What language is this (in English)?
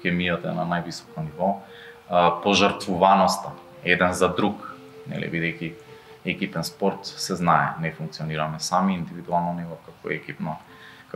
Macedonian